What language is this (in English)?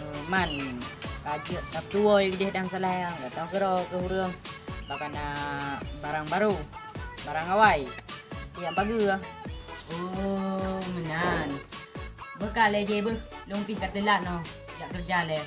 Achinese